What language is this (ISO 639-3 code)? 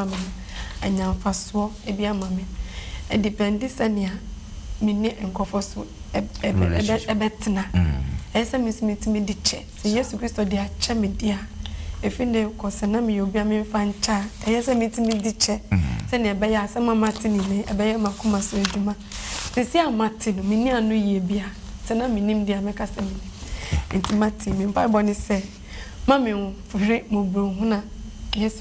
aka